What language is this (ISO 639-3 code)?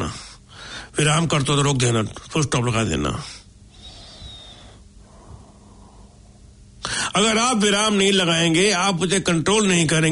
hin